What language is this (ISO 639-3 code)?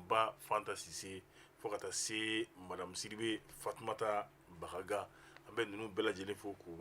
bam